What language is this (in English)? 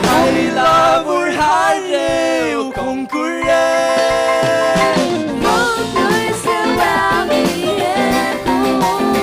Faroese